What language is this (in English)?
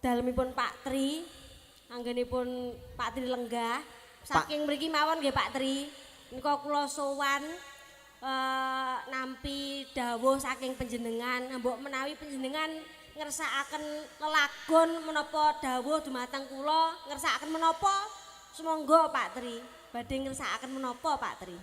Javanese